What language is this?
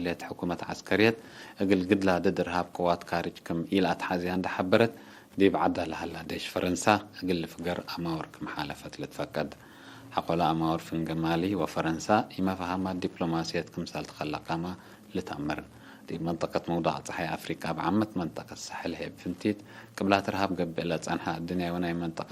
Tigre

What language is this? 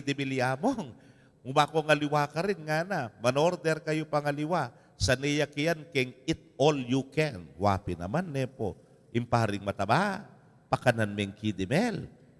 Pampanga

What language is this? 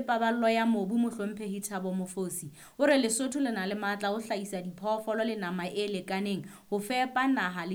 Southern Sotho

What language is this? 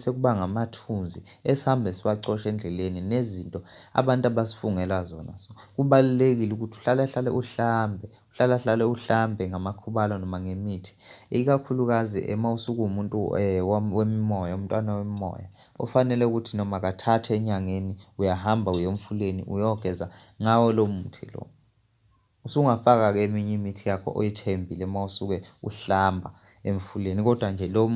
Zulu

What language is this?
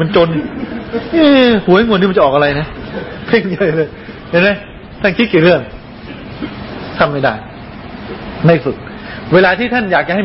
Thai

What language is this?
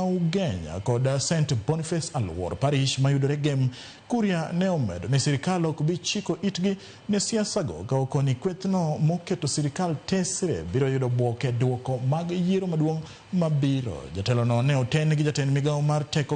Luo (Kenya and Tanzania)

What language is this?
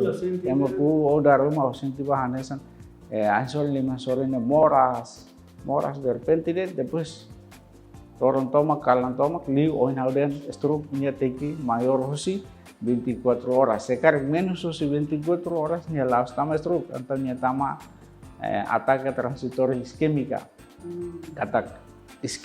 Tetum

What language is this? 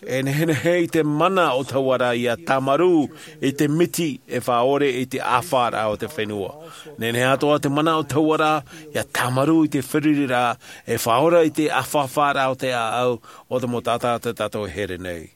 Tahitian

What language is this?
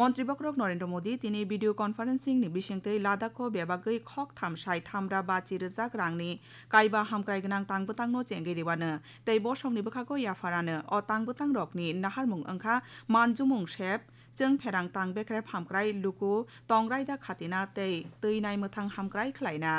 Kok Borok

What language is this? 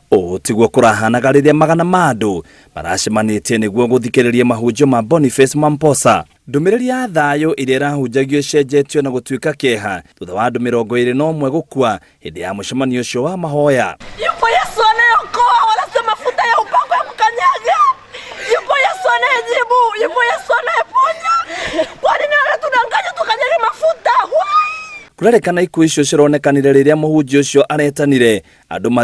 Kikuyu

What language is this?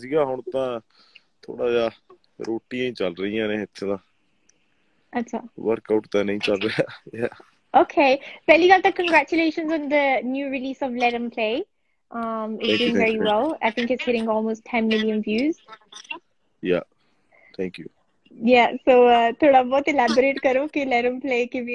Punjabi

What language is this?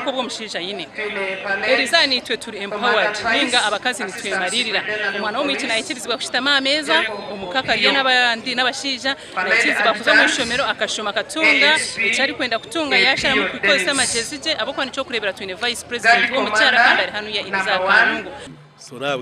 Nyankole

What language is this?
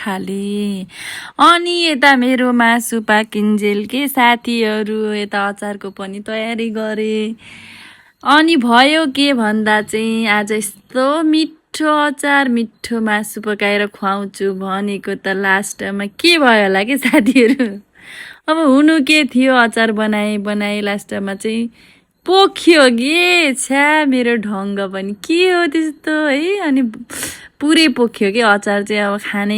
Nepali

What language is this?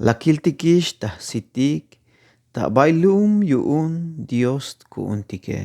Tzeltal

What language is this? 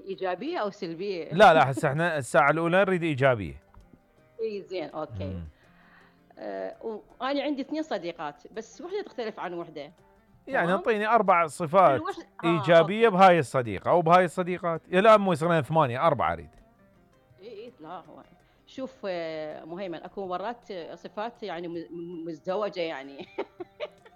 Mesopotamian Arabic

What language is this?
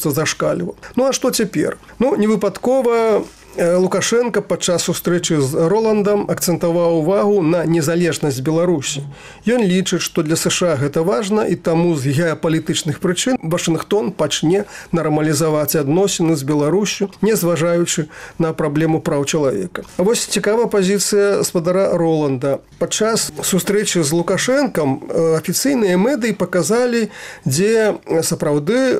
Belarusian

